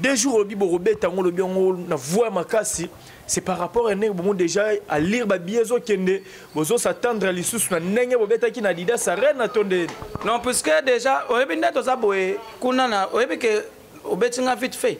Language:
Lingala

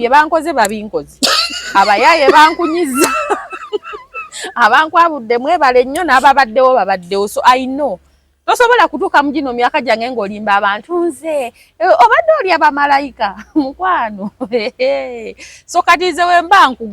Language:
Ganda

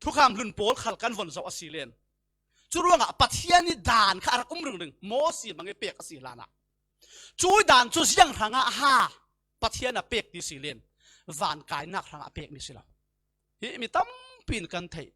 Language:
Falam Chin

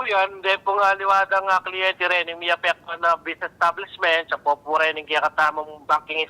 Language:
Pampanga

